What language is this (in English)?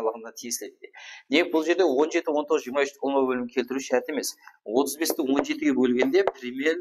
Kara-Kalpak